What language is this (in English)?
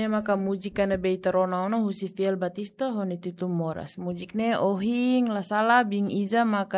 Tetum